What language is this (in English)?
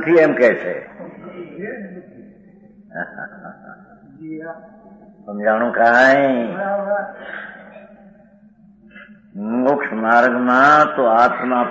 Gujarati